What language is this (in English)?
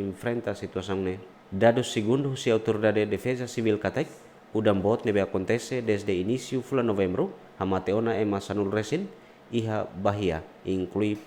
Tetum